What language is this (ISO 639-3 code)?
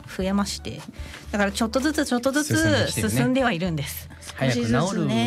jpn